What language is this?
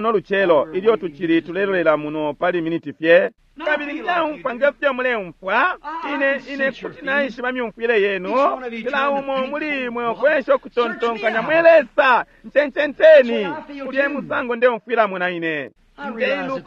Bemba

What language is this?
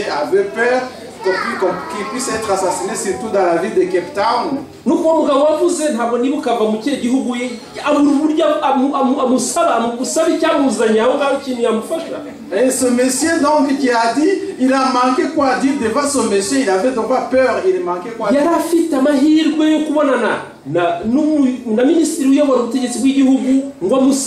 Kinyarwanda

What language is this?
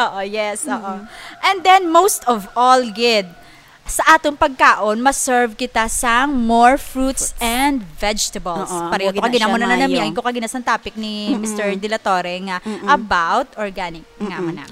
Hiligaynon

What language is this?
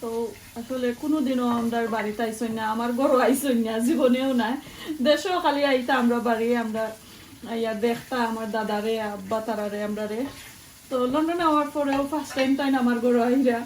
Sylheti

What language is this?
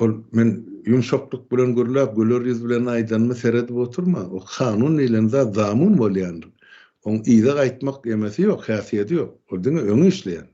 Turkmen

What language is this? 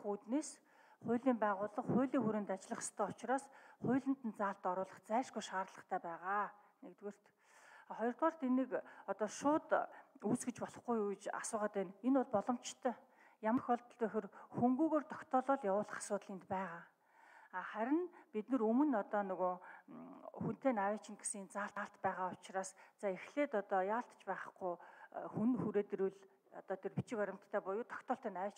Mongolian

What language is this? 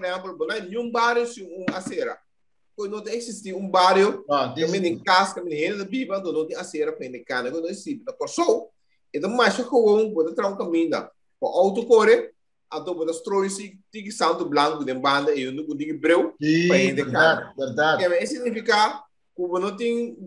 Papiamento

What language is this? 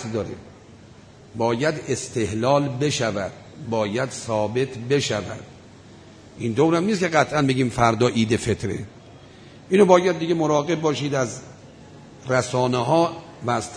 Persian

